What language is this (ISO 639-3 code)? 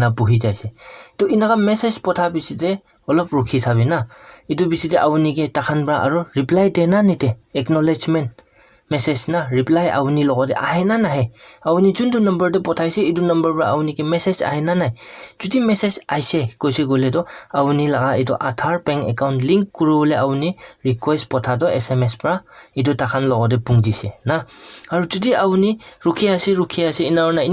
nag